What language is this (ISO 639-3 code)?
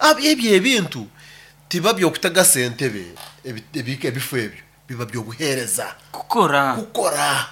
nyo